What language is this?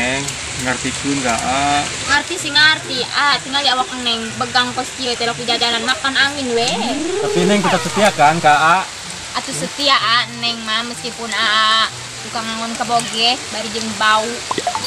Sundanese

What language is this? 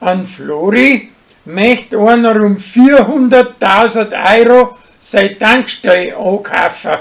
Bavarian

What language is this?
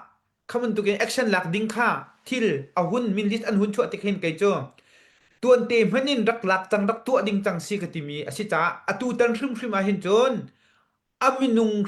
Hakha Chin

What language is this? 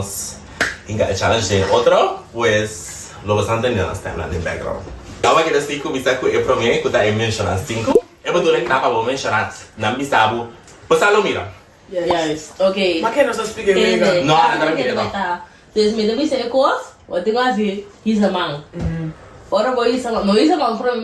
Papiamento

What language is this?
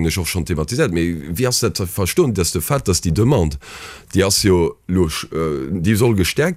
Luxembourgish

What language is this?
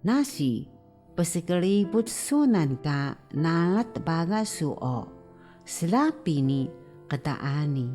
Taroko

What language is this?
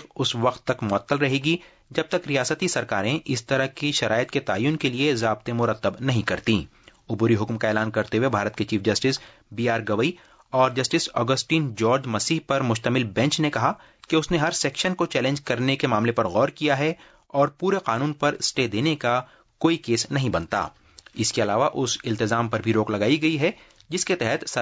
Urdu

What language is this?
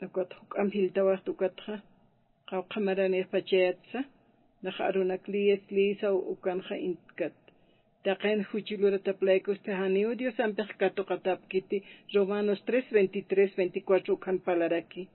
Aymara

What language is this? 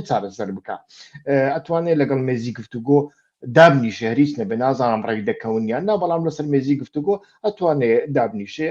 Central Kurdish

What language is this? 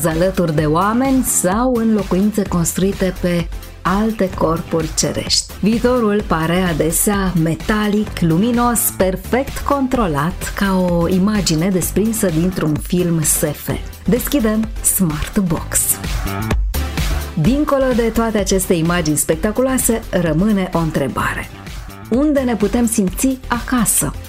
Romanian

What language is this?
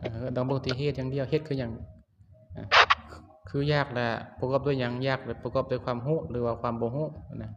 Lao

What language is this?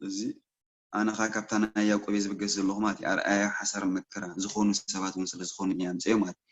Tigrinya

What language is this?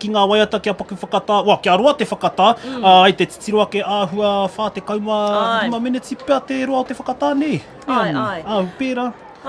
Māori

